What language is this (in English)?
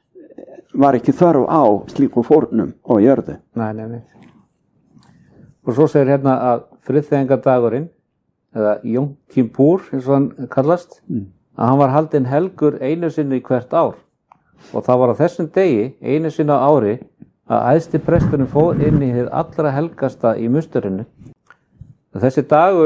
Icelandic